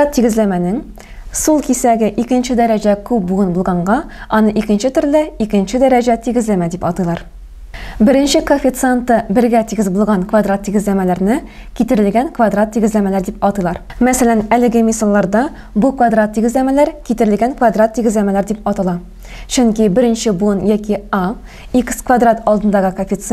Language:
Tatar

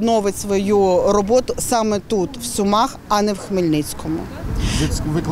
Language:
Ukrainian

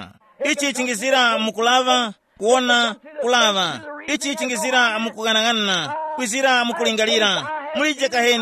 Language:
Tumbuka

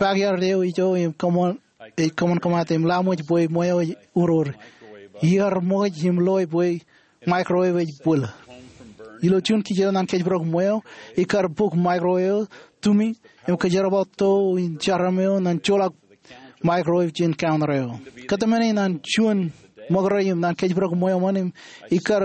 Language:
Marshallese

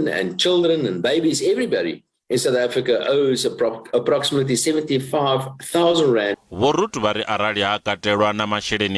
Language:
Venda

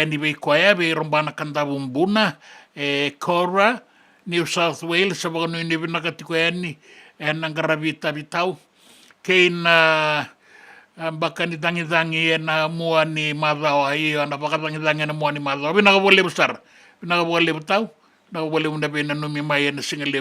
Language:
Fijian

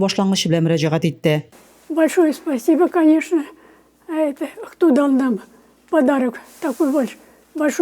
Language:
Tatar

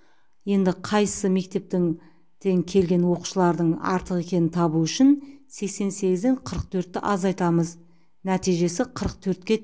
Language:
Kazakh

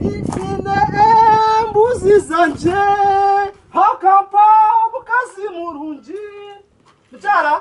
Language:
Nyankole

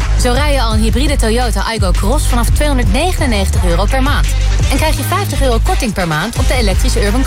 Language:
Dutch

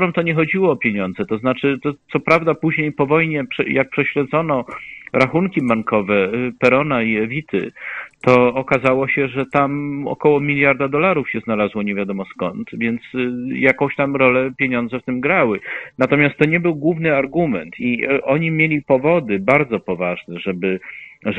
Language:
Polish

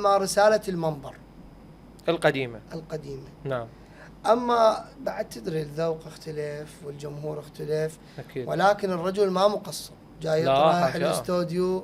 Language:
Mesopotamian Arabic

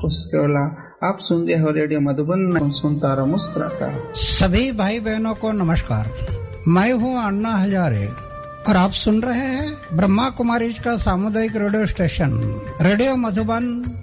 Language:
Hindi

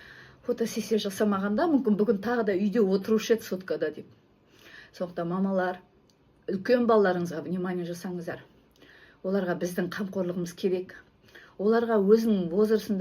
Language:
Kazakh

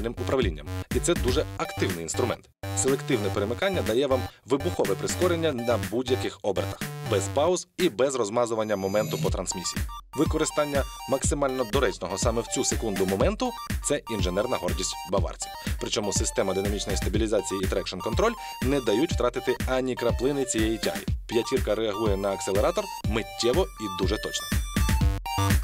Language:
Ukrainian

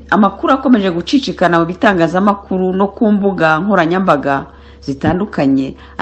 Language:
Kinyarwanda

